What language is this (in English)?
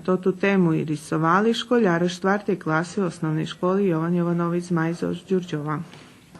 Rusyn